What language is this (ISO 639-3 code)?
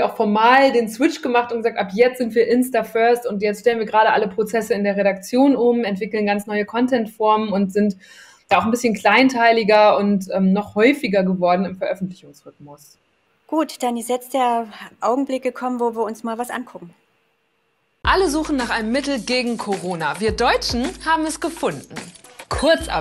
deu